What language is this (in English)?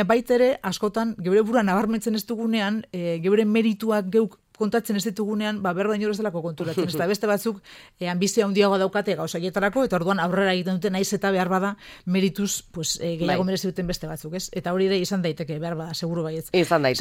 Basque